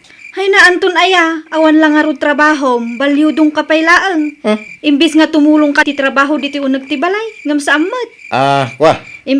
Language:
Iloko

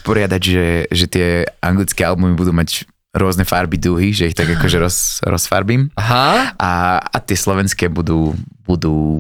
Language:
Slovak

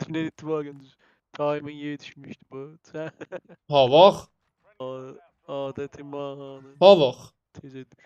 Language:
South Azerbaijani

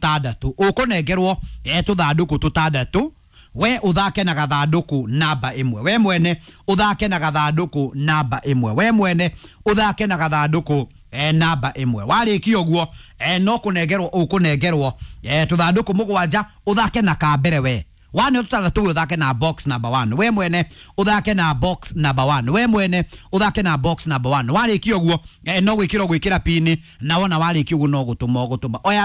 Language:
Kikuyu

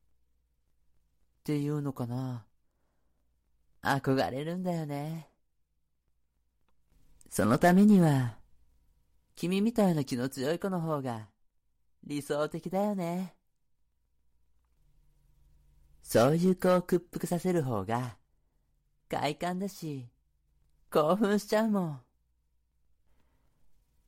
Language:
Japanese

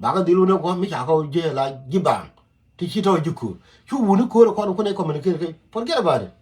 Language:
Nuer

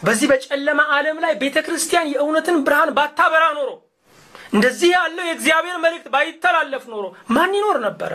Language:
Amharic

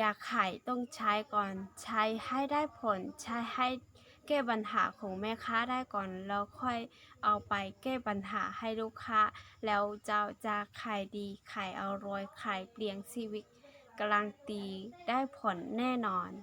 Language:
Lao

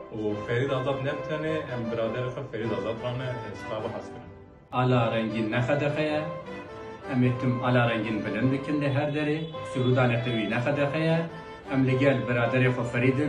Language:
Kurdish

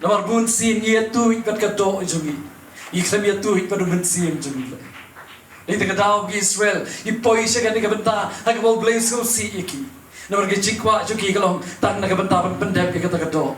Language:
Khasi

